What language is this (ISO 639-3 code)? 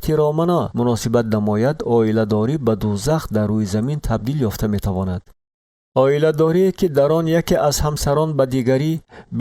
tgk